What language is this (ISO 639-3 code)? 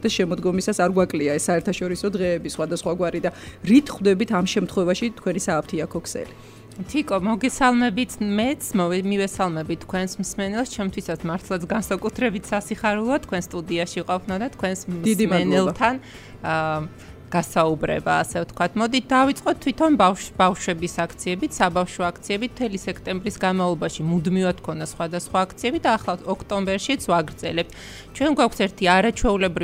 kat